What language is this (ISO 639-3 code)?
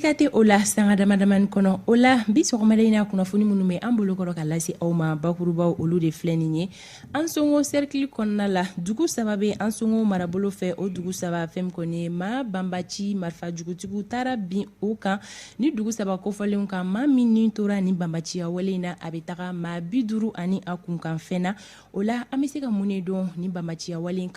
bam